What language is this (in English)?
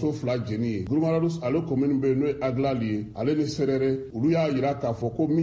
Bambara